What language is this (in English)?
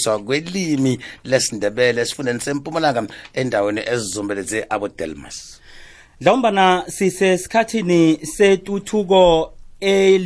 South Ndebele